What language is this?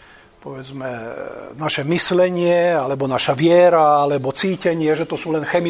Slovak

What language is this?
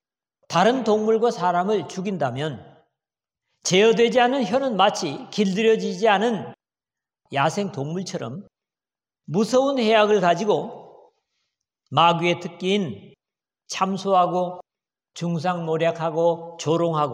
Korean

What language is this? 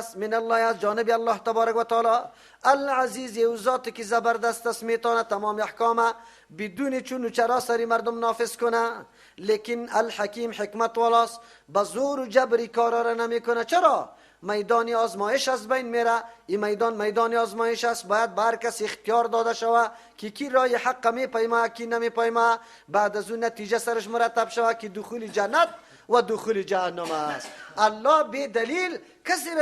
Persian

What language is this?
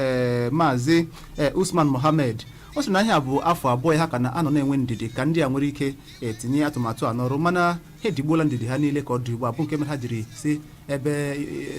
Igbo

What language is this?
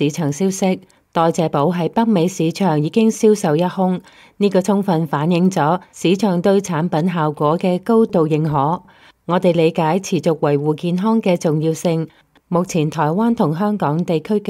Cantonese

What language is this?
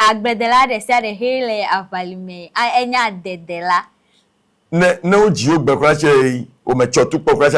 Ewe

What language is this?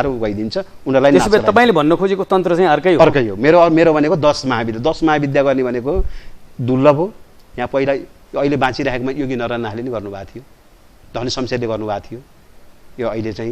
Nepali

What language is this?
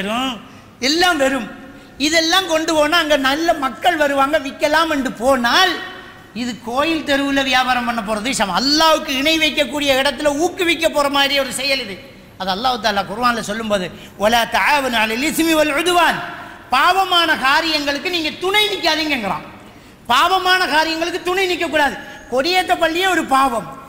Tamil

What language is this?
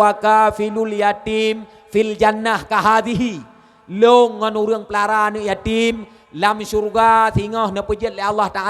Achinese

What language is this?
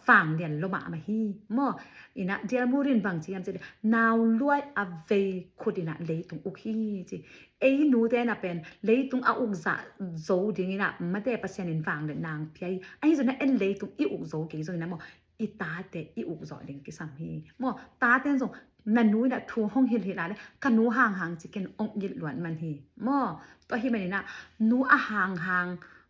Tedim Chin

